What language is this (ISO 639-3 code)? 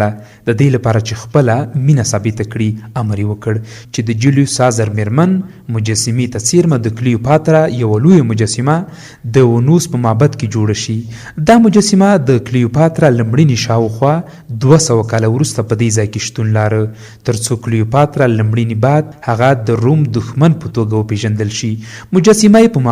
pus